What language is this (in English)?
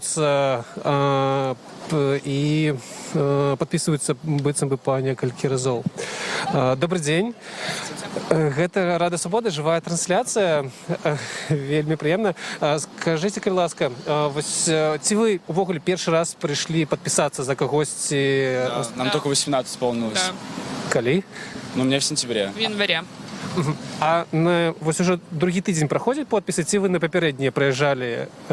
Belarusian